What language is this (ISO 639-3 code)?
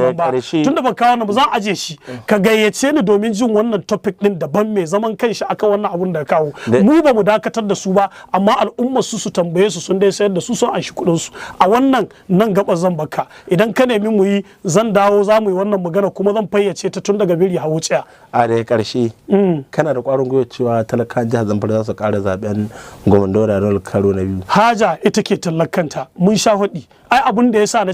hau